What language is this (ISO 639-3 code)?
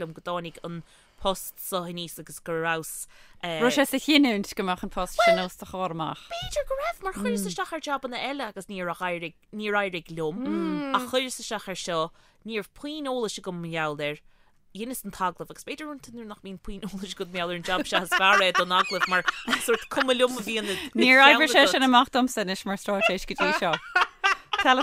gle